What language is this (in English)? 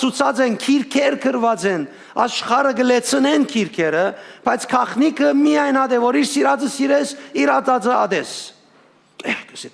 Western Armenian